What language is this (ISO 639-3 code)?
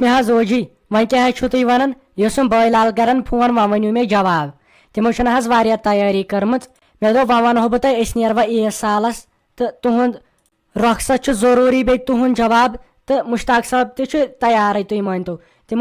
kas